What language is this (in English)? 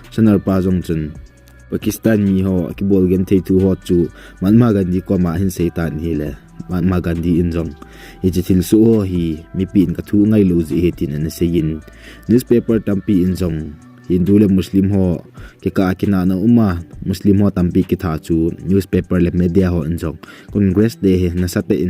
Thado Chin